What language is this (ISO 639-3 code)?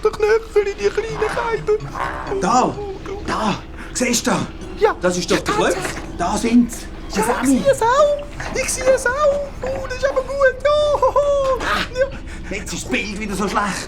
gsw